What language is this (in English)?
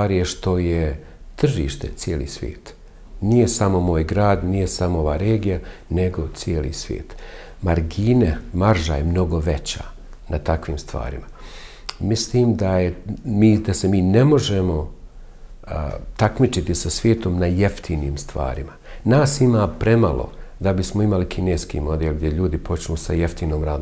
Bosnian